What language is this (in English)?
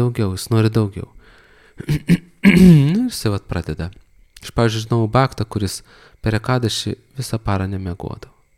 Lithuanian